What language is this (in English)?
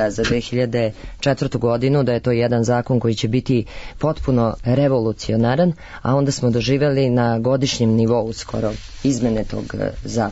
Serbian